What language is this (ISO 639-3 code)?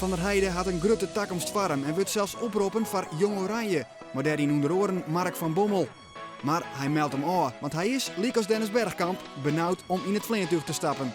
fry